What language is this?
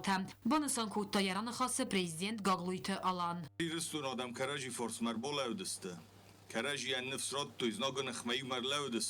Ossetic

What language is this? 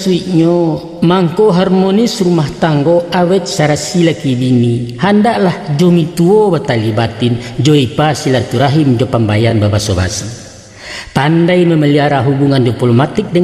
Minangkabau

